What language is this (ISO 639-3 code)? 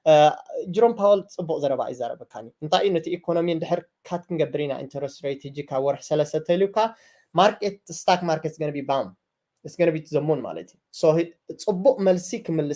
tir